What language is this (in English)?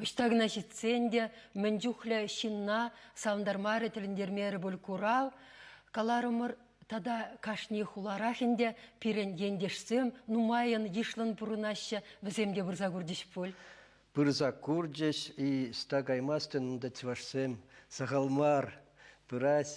Chuvash